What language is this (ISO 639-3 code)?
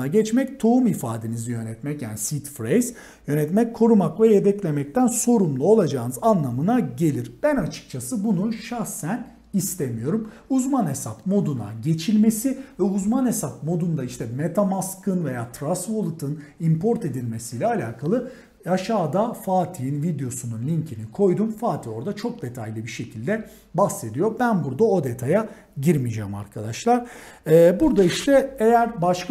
tur